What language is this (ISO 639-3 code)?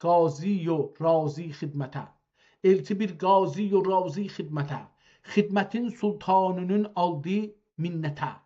azb